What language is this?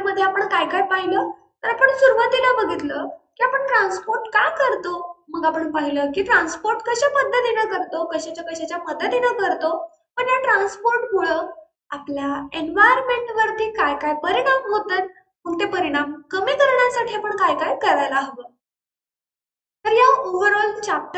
Marathi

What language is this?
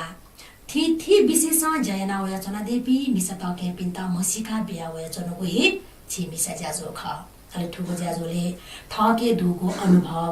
Newari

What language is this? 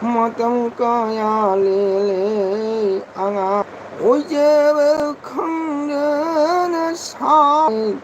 Manipuri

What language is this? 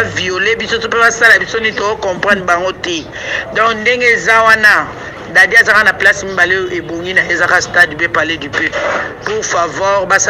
Lingala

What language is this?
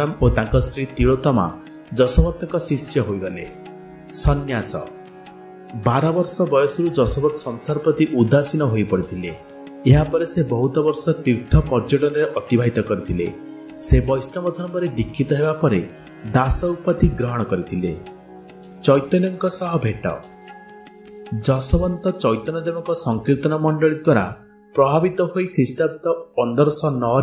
Odia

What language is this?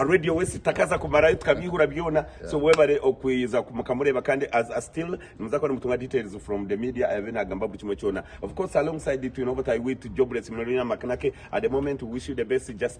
Nyankole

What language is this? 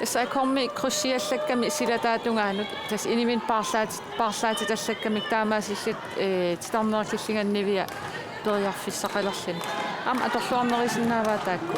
Kalaallisut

